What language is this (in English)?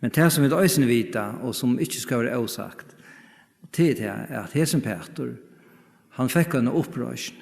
Faroese